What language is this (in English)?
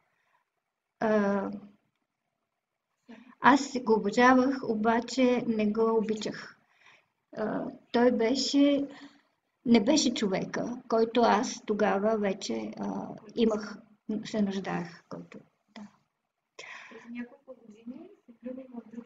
Bulgarian